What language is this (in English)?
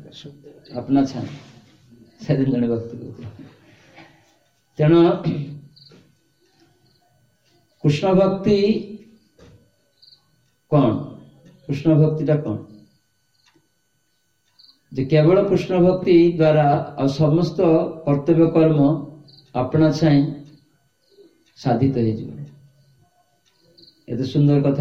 Odia